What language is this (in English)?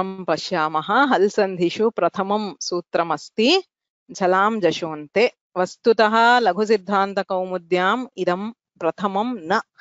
Sanskrit